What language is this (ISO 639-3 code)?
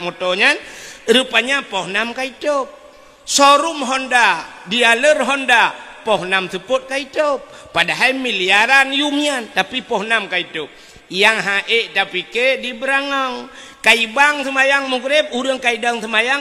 ace